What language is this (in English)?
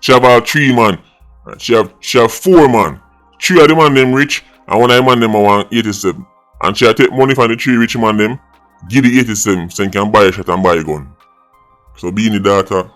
Jamaican Creole English